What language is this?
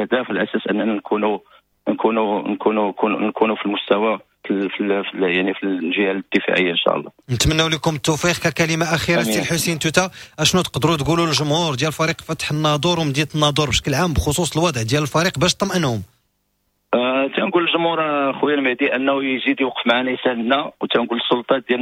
Moroccan Arabic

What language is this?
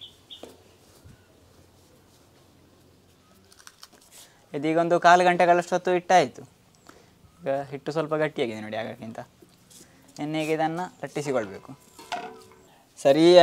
Kannada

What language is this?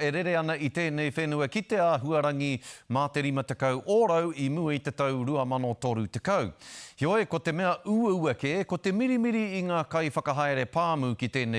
Māori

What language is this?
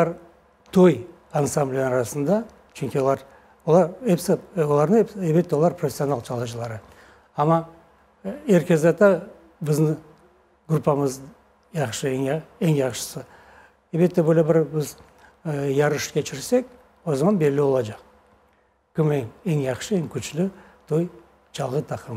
Crimean Tatar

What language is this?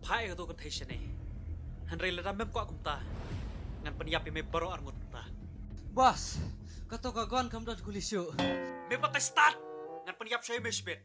Khasi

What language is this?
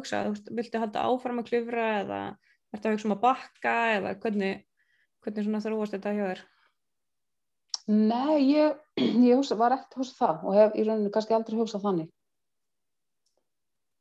Icelandic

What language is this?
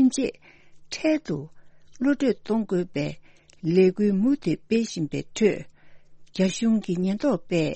Tibetan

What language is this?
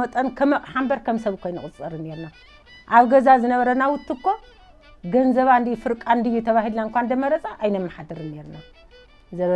Tigrinya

